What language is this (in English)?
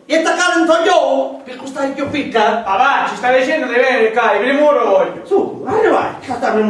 Sicilian